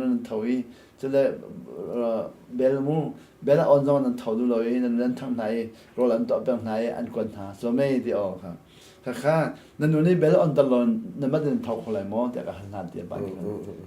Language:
Hakha Chin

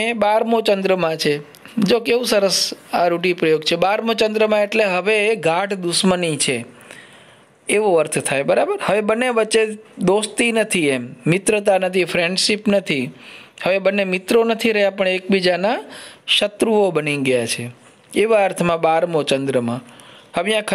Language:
Gujarati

